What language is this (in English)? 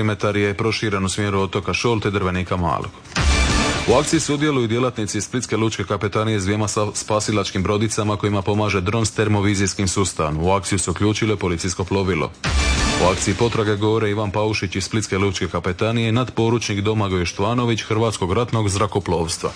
Croatian